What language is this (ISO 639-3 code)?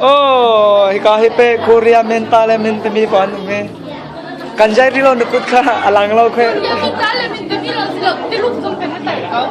cnh